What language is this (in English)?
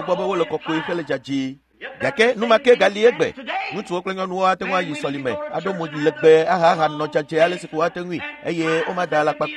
Ewe